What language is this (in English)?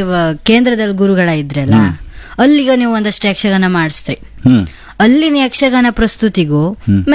Kannada